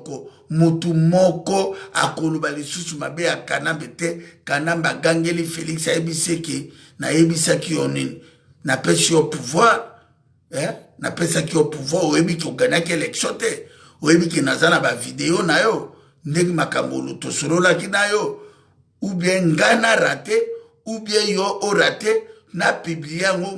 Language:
Lingala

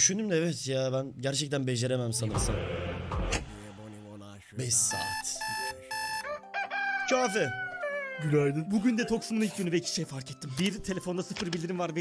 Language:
Turkish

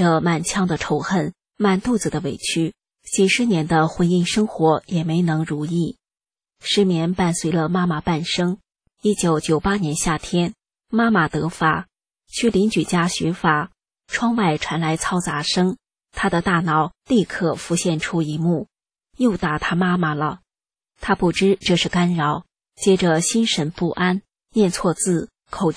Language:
Chinese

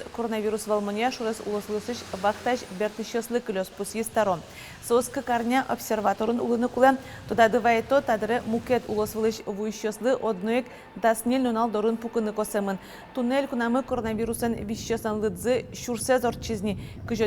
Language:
Udmurt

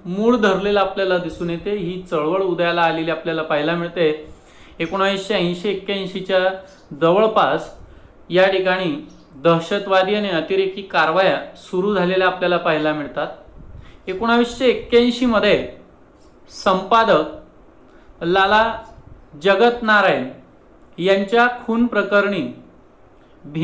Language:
Marathi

